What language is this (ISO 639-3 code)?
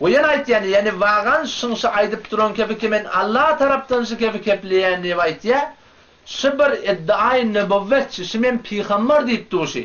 tuk